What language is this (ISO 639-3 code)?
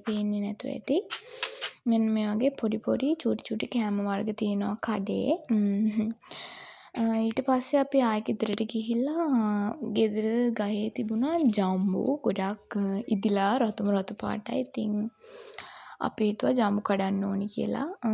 sin